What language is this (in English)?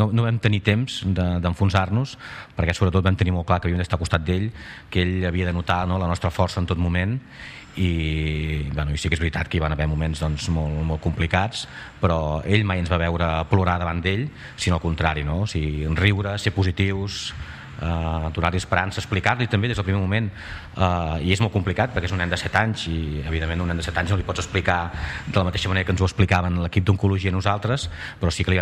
Catalan